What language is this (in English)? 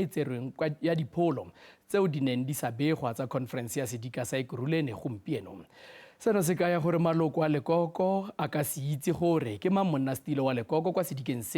Tswana